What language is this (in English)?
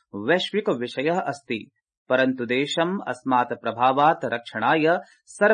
Sanskrit